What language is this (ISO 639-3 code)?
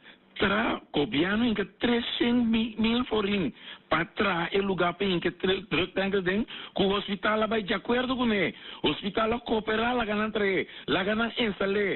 pap